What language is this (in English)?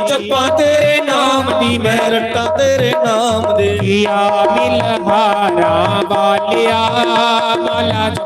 Dogri